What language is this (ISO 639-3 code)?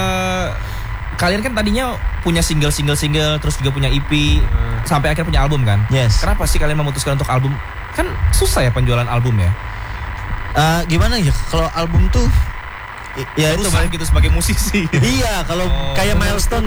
ind